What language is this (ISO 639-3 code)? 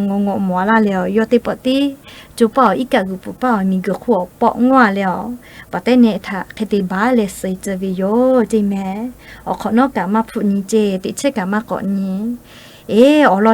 lhu